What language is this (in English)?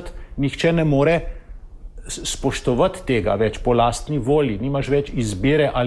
Slovenian